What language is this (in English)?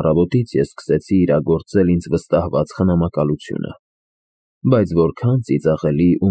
Armenian